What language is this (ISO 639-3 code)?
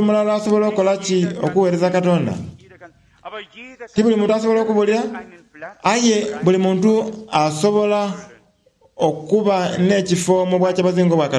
xog